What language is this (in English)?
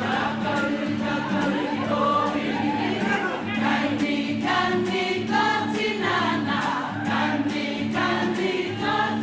Māori